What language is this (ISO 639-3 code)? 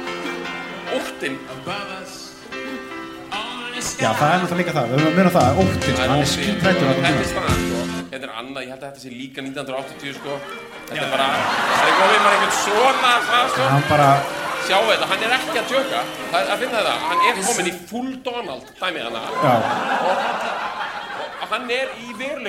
isl